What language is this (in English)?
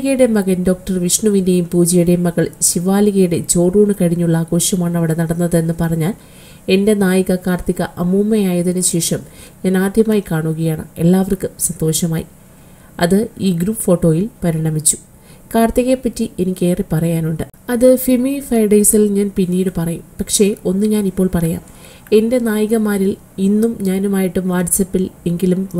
Malayalam